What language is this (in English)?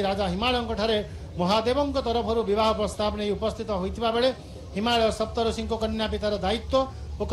Odia